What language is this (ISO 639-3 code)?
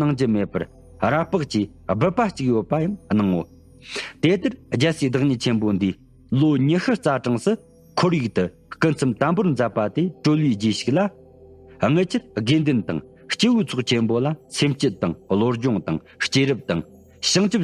bod